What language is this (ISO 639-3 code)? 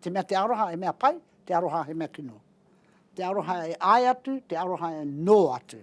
mri